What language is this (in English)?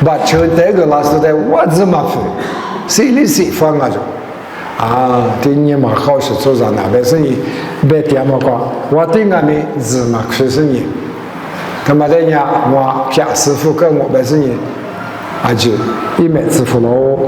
Lisu